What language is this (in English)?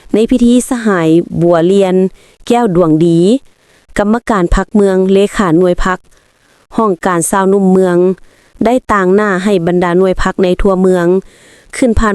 Lao